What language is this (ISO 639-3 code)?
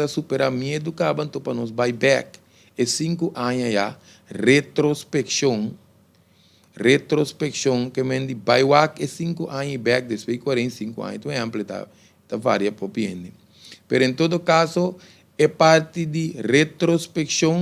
pap